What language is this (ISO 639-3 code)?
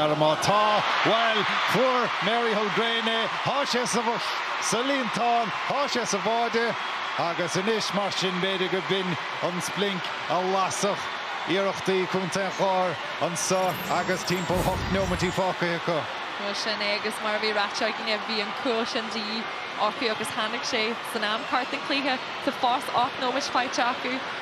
gle